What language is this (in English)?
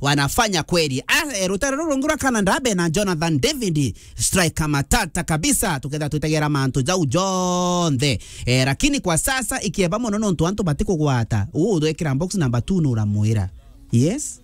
Meru